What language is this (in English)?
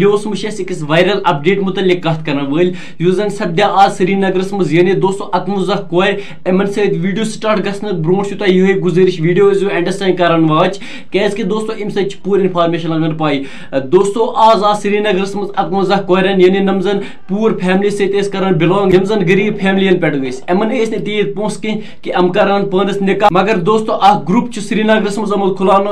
Kashmiri